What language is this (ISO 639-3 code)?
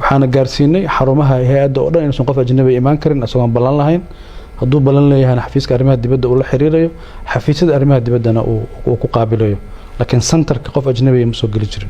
som